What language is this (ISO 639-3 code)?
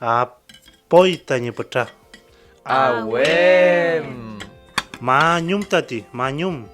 arn